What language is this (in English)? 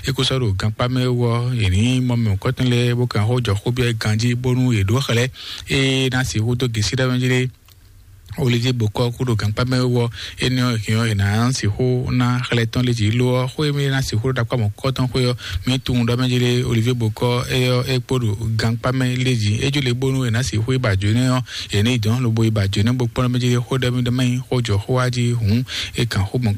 Fon